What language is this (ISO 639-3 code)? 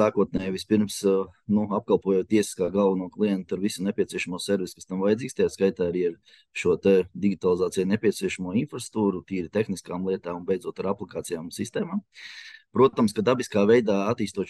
lav